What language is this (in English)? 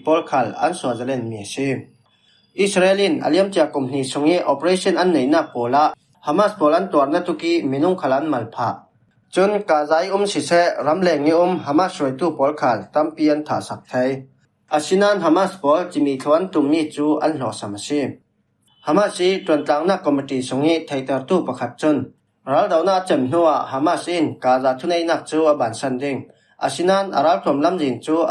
Falam Chin